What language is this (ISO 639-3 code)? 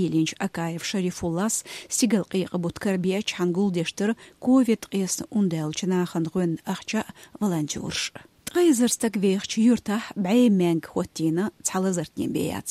che